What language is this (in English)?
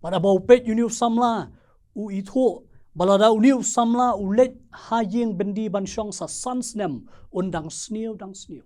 Khasi